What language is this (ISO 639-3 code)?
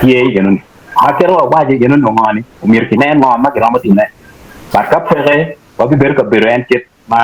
ach